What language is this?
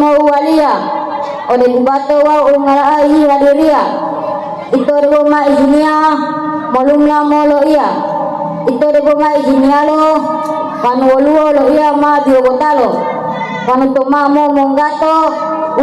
Gorontalo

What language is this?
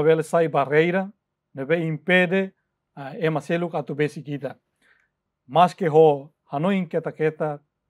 Tetum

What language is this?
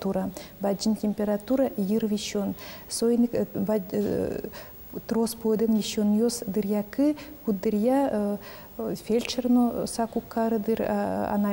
Udmurt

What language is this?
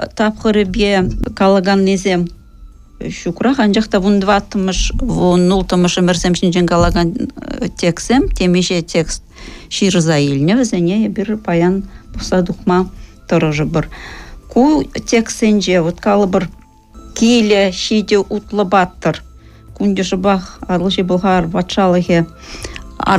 Chuvash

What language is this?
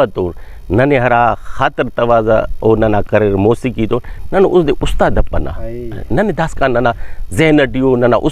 Brahui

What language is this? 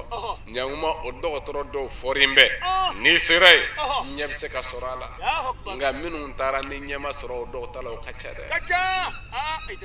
Bambara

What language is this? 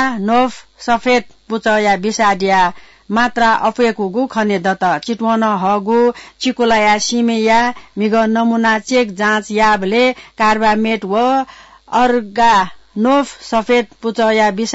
Newari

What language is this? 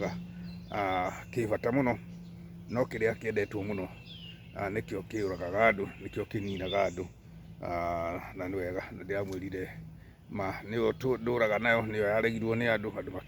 Kikuyu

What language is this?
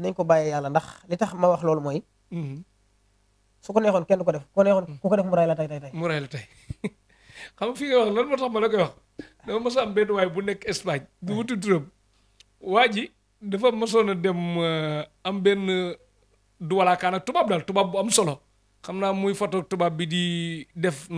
Wolof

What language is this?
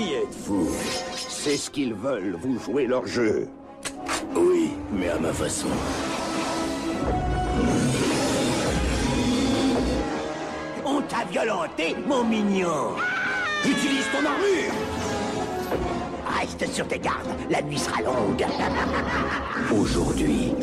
French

